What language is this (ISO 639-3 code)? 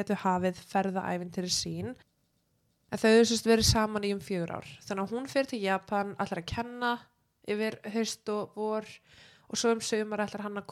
isl